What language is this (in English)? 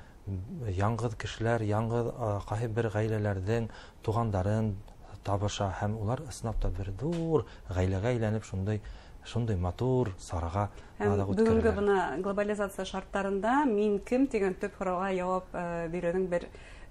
Bashkir